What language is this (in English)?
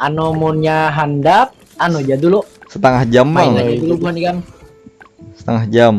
Banjar